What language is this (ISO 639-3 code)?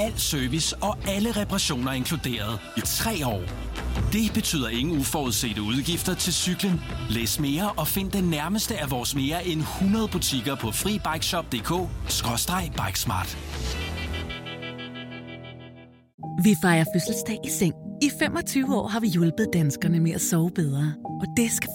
dan